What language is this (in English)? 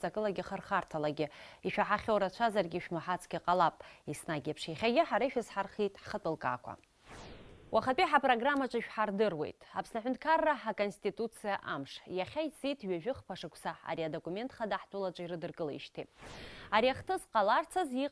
Abkhazian